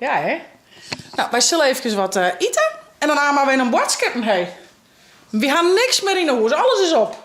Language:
Western Frisian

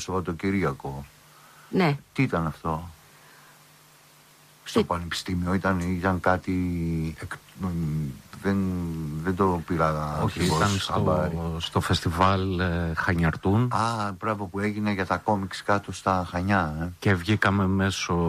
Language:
Greek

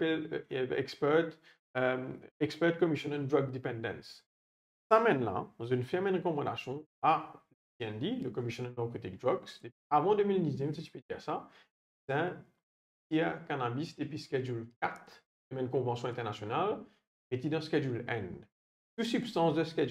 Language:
Morisyen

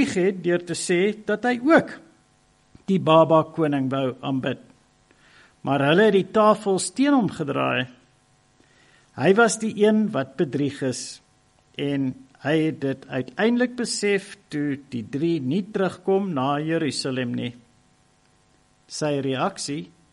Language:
Afrikaans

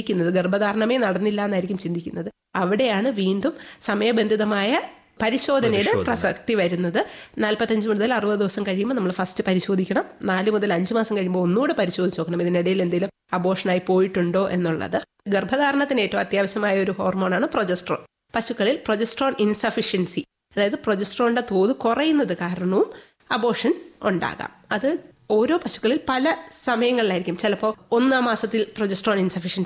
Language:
Malayalam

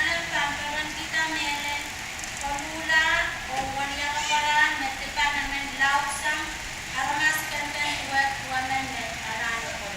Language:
Pohnpeian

